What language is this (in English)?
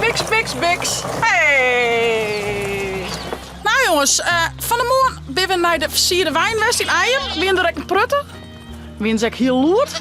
Western Frisian